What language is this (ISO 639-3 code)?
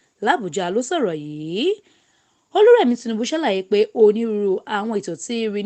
yor